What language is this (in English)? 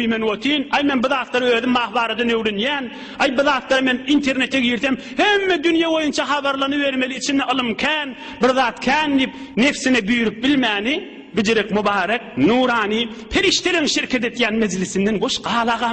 Turkmen